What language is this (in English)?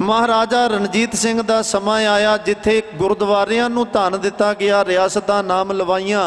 Punjabi